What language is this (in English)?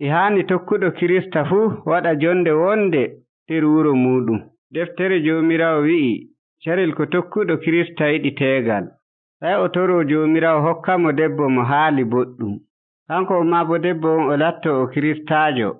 Nigerian Fulfulde